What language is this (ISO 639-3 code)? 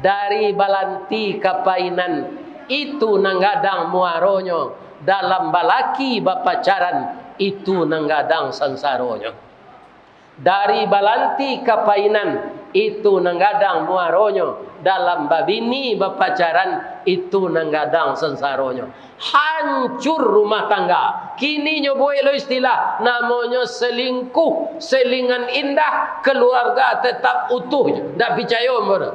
min